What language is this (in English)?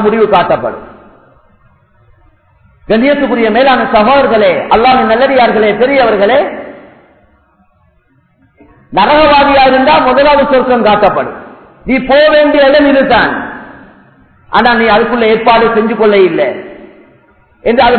Tamil